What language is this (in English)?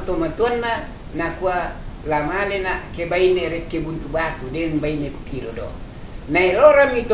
Toraja-Sa'dan